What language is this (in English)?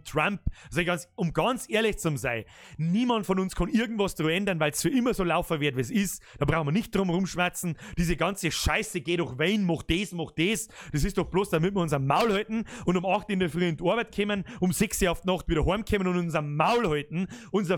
Bavarian